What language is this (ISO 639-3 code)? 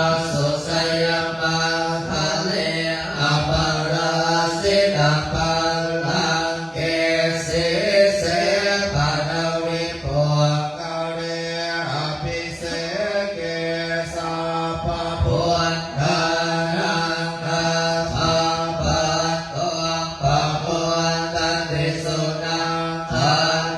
pli